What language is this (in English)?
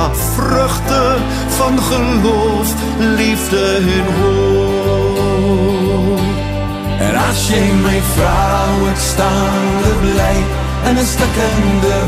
Afrikaans